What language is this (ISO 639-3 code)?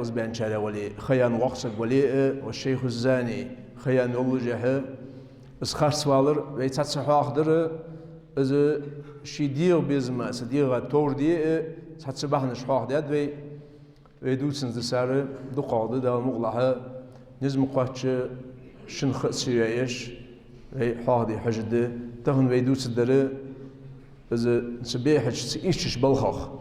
inh